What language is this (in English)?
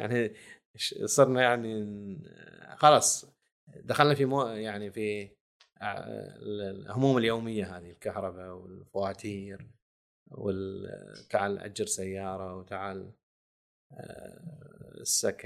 Gulf Arabic